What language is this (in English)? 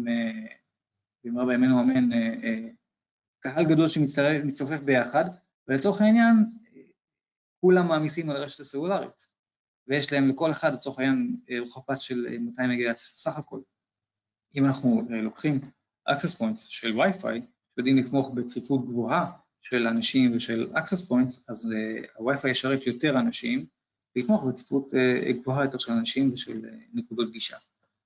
Hebrew